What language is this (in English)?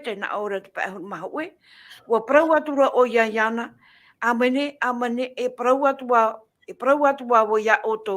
Tahitian